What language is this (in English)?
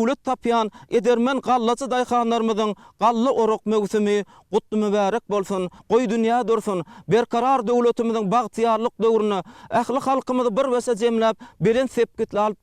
Turkmen